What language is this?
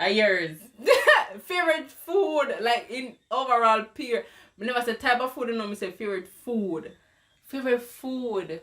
Jamaican Creole English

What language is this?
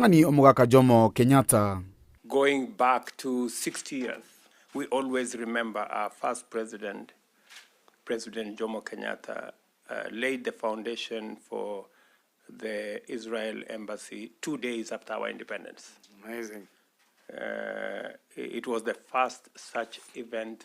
Gusii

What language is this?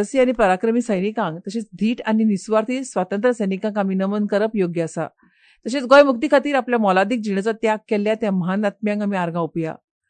Konkani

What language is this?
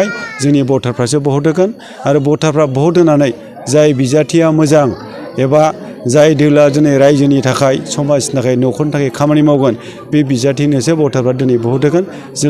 Bodo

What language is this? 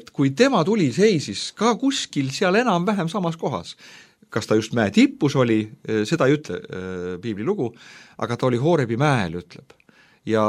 Estonian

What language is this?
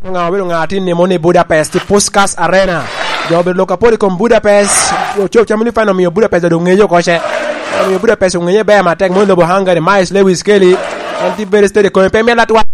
Lango (Uganda)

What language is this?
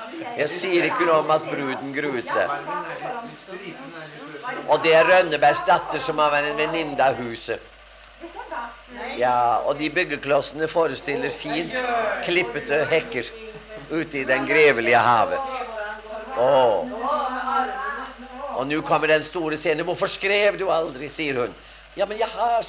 Norwegian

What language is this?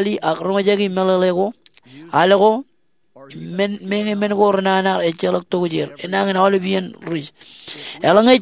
Marshallese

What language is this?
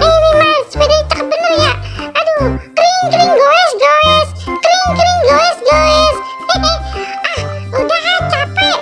Betawi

